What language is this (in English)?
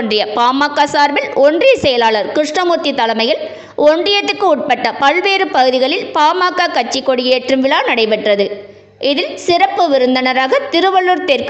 Tamil